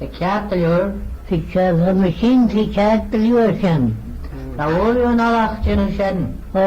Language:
Manx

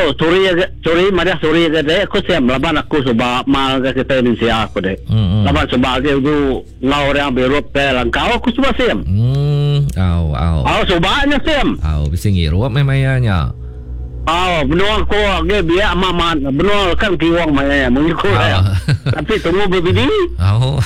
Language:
Iban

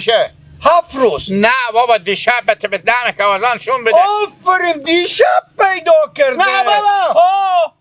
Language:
Hazaragi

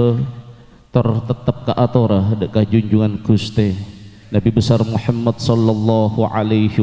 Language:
Madurese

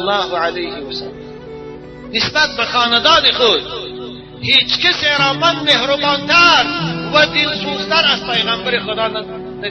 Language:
Tajik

